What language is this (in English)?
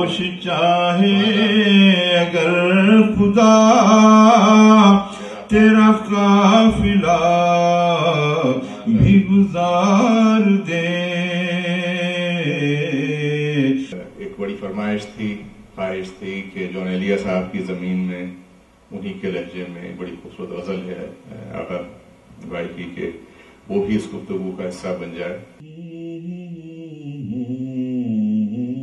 Urdu